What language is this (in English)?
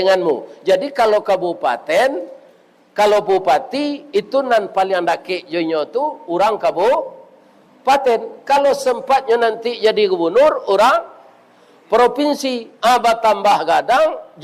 Minangkabau